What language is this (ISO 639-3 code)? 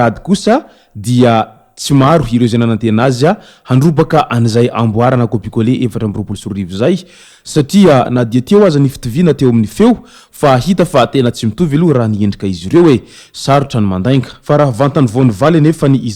mlg